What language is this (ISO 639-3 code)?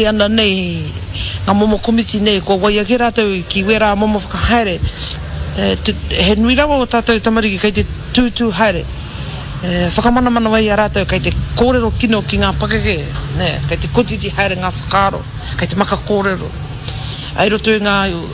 mri